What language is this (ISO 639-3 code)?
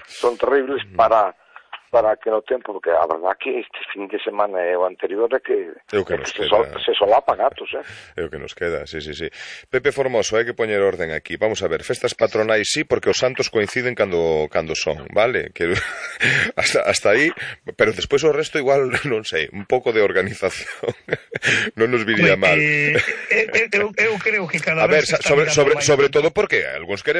glg